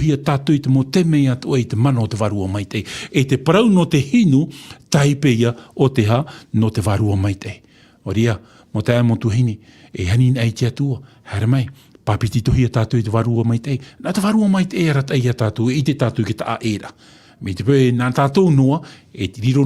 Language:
Tahitian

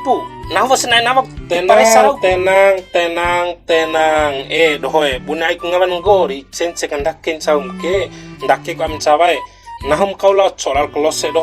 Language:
Bima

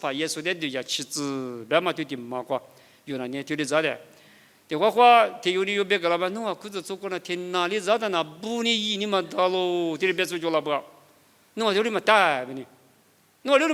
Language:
Lisu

